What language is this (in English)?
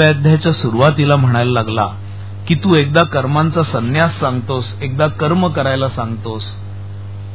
Marathi